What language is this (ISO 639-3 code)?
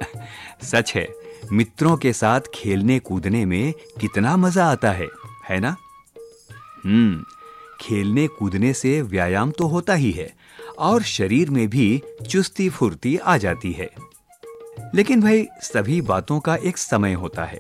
hin